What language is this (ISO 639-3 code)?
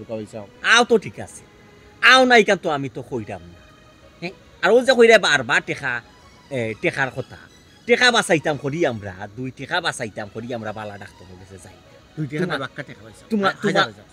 syl